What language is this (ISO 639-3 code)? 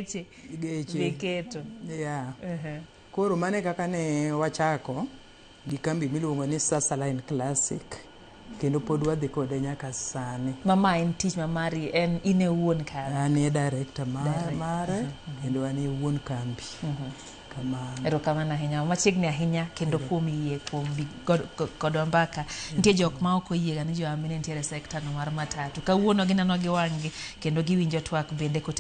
luo